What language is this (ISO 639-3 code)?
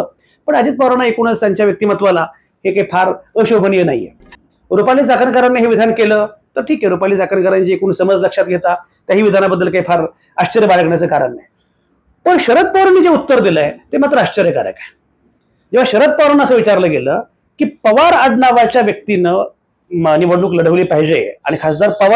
mar